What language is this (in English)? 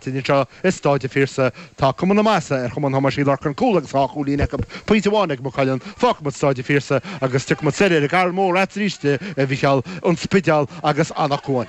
Irish